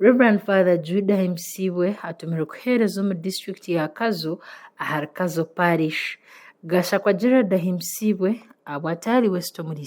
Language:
Nyankole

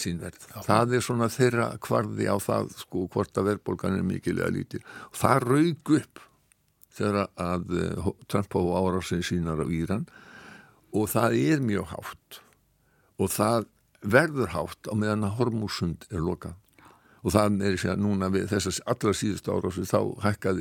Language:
Icelandic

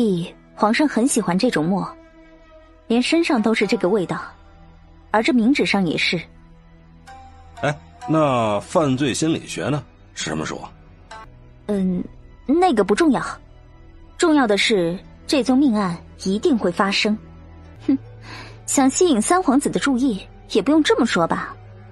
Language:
Chinese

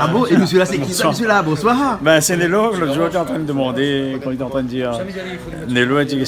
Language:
Réunion Creole French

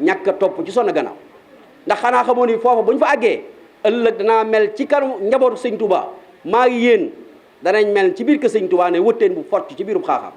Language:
Wolof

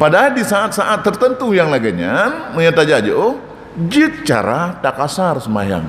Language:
Achinese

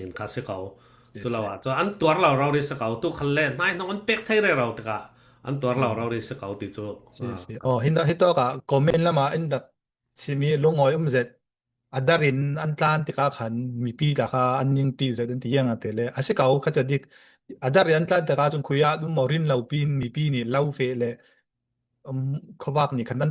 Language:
Falam Chin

